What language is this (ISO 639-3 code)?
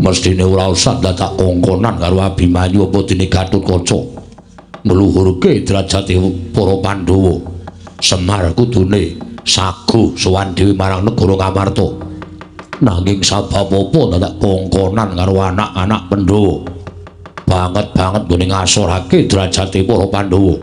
jav